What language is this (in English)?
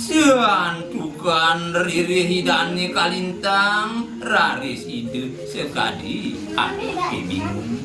Balinese